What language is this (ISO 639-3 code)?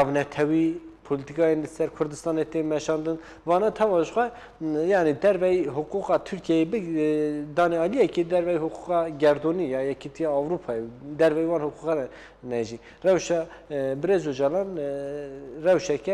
kur